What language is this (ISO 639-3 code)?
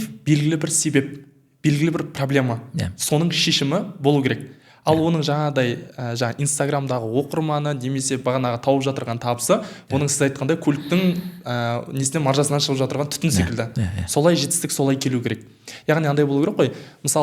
kaz